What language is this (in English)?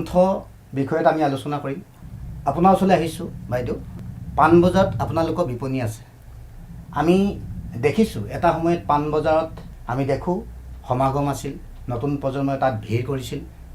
Assamese